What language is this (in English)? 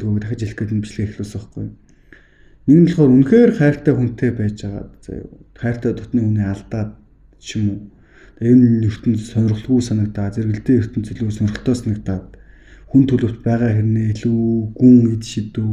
Mongolian